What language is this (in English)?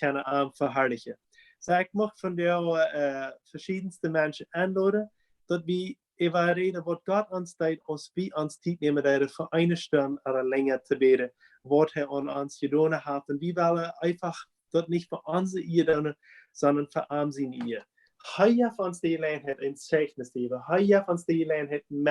Plautdietsch